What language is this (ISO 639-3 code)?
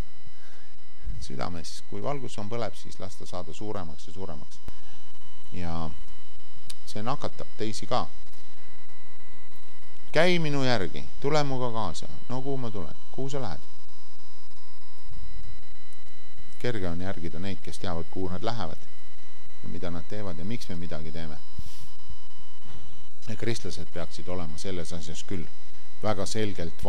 est